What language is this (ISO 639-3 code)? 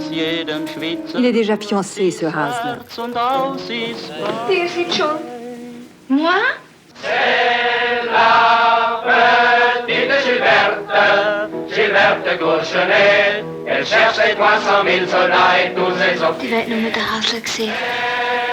gsw